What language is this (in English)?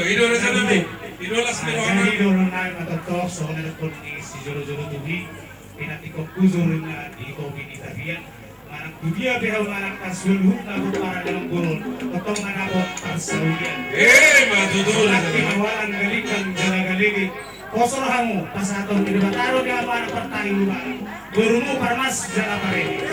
Batak Toba